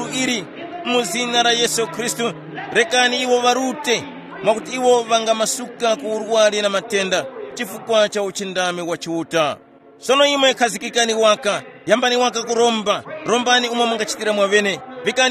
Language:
Tumbuka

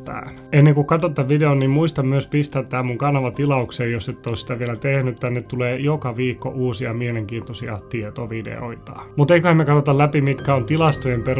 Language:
Finnish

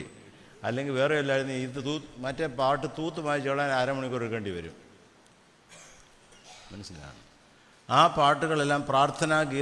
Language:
Malayalam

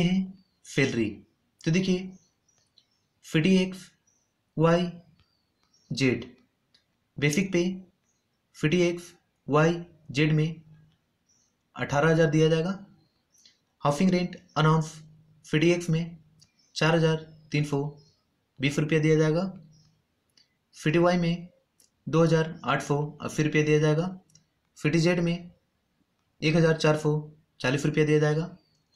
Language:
Hindi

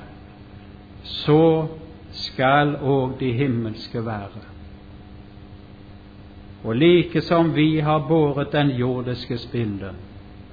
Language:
Norwegian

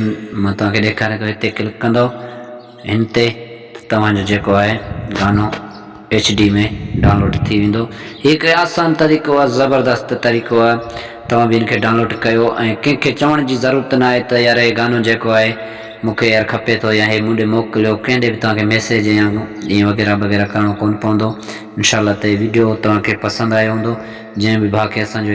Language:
Sindhi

